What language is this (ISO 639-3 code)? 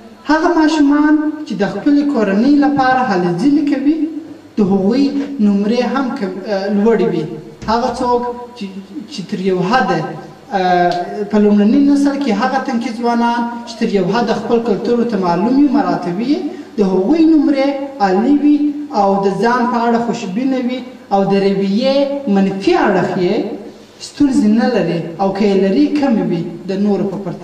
pus